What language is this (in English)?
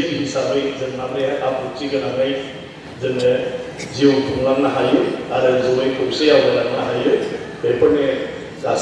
Bodo